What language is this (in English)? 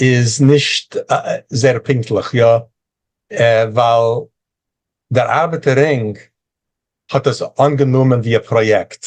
Yiddish